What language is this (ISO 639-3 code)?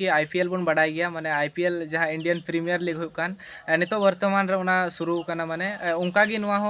sat